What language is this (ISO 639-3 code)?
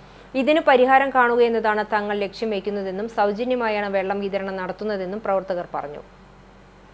mal